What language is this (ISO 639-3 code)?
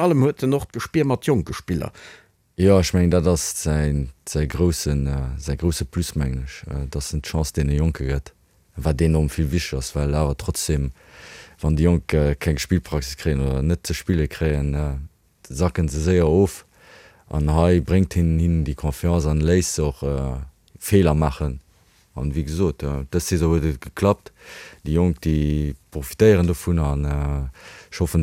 ltz